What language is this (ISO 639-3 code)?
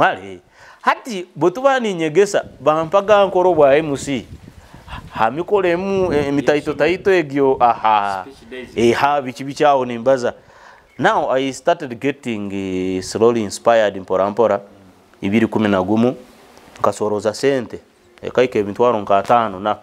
nyo